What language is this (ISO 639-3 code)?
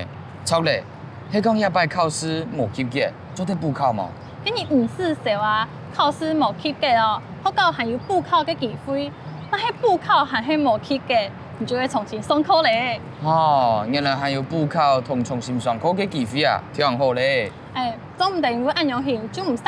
hak